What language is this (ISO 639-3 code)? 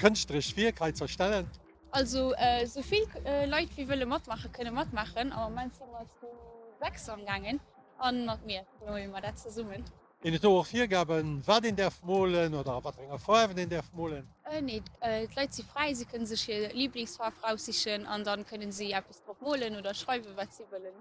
ltz